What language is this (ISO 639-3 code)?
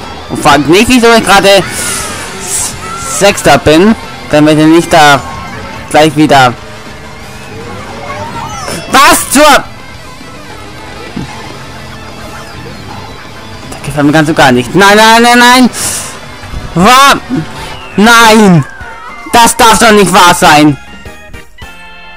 deu